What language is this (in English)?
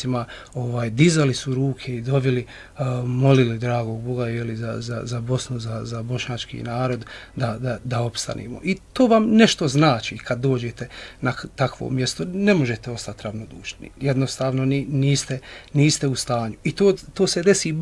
Bosnian